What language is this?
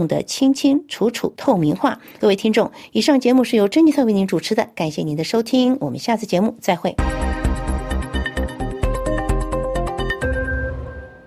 Chinese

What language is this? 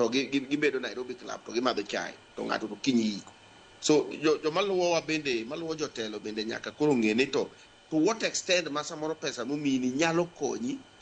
Luo (Kenya and Tanzania)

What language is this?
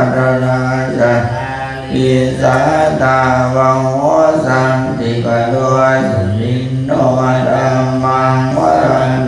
Pali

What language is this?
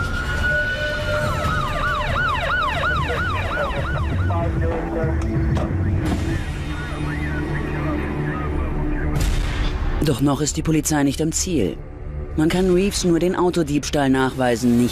German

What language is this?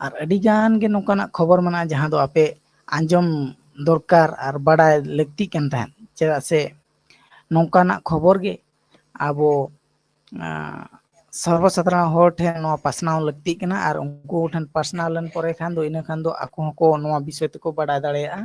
Santali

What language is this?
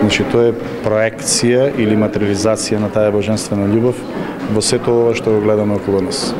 Macedonian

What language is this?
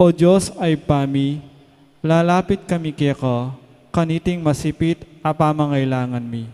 Pampanga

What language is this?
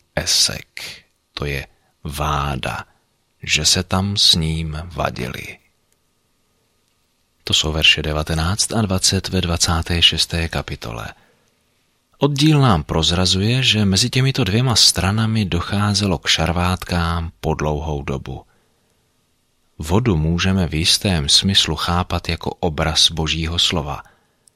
Czech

